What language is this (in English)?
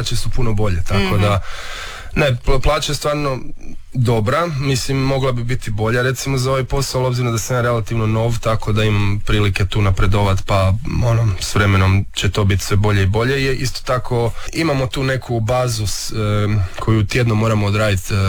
Croatian